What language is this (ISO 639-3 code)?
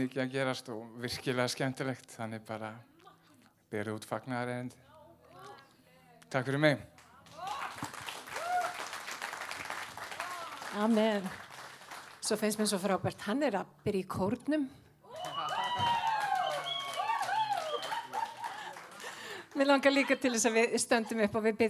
isl